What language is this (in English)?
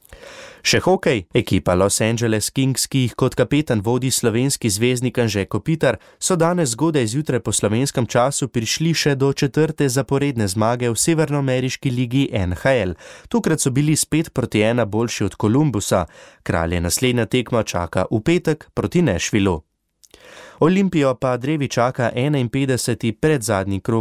Slovenian